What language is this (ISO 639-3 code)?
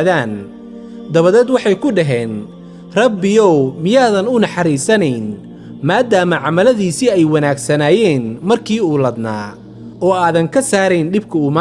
som